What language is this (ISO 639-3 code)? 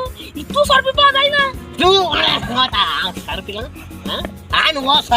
kok